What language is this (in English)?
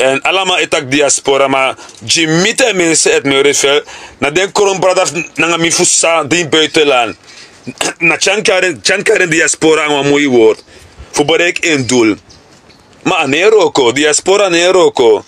Sranan Tongo